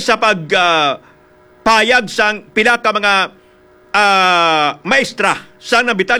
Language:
Hiligaynon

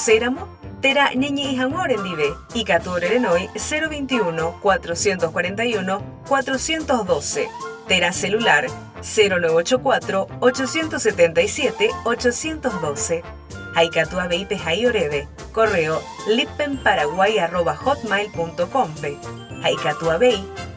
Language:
Guarani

